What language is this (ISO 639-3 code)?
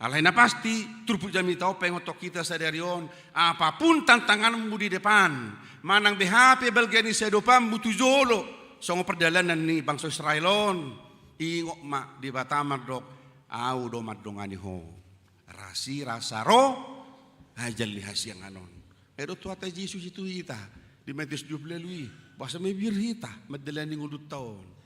bbc